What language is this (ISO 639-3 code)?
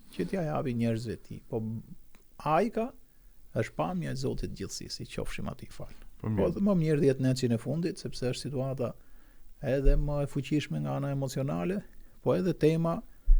sqi